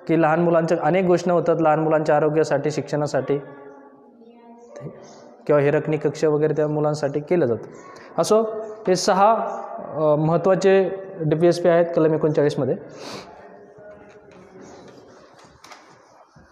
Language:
Marathi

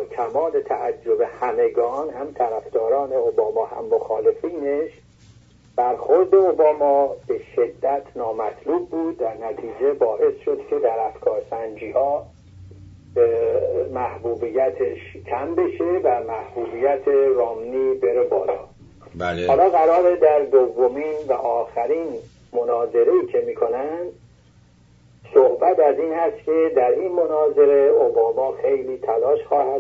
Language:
Persian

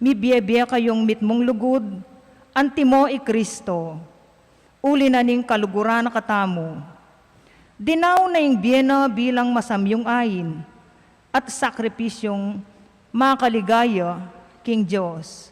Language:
Pampanga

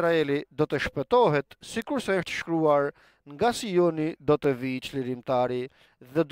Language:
Albanian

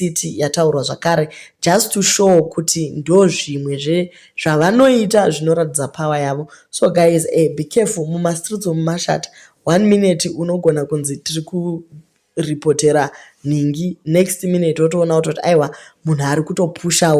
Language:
Shona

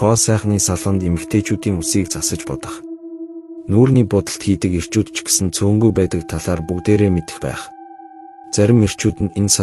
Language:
Mongolian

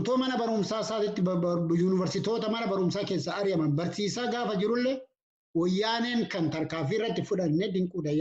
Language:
Oromo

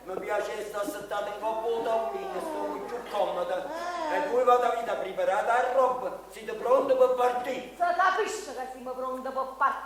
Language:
Neapolitan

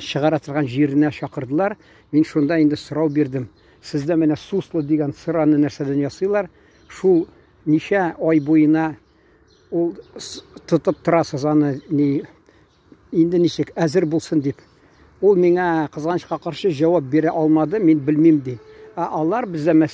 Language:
Tatar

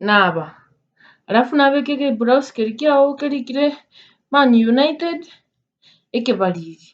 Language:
Gusii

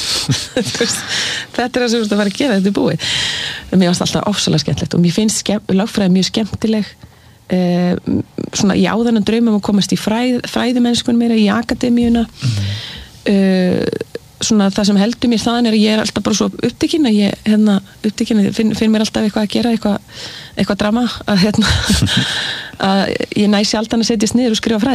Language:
Icelandic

